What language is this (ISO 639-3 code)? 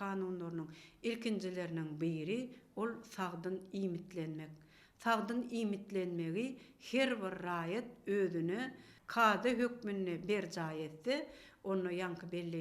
tuk